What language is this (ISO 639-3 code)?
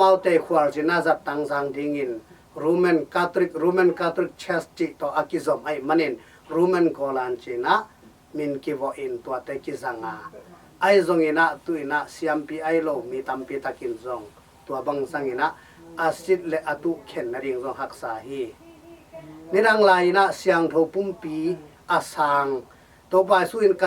ctd